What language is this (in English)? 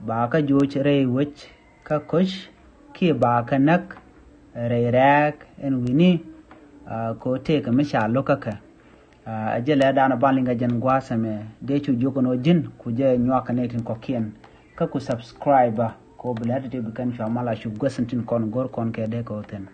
Nuer